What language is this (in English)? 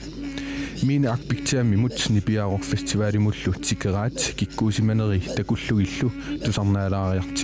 Kalaallisut